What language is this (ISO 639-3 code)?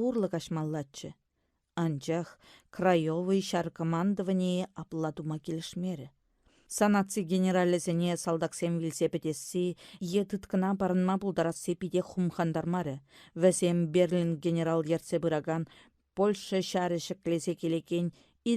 chv